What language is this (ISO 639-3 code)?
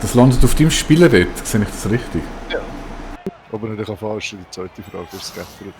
gsw